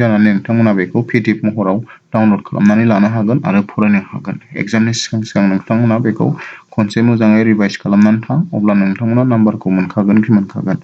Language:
Bodo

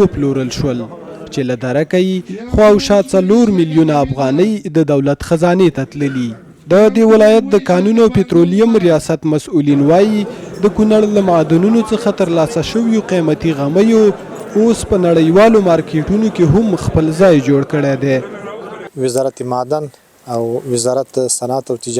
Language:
Pashto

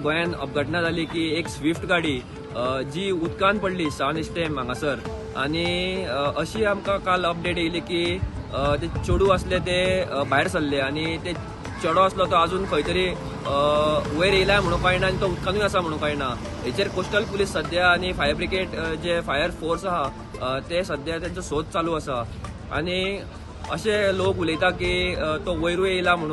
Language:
Konkani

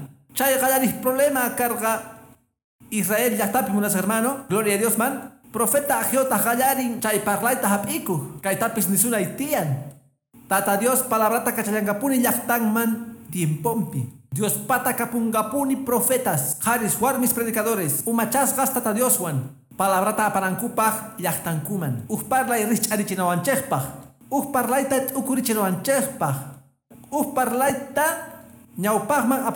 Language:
Quechua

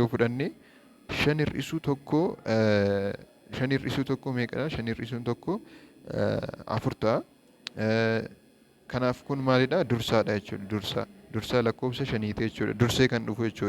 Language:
Oromo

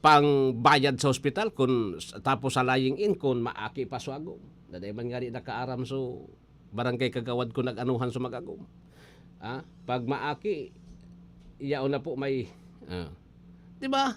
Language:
Bikol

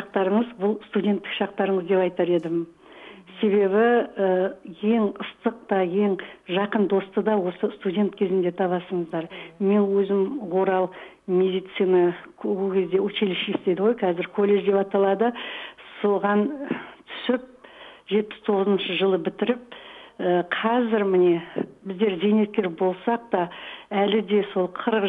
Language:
Kazakh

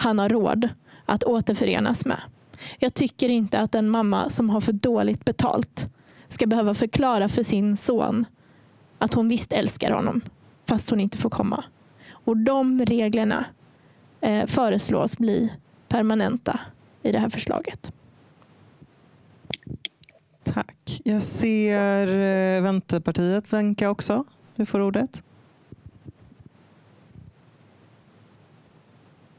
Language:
Swedish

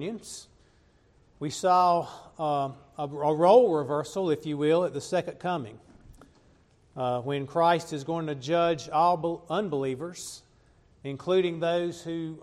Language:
English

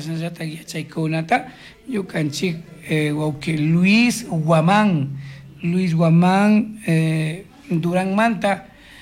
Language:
Chimborazo Highland Quichua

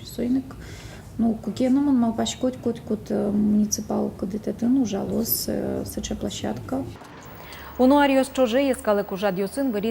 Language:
Udmurt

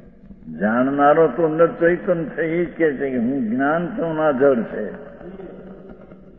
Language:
Gujarati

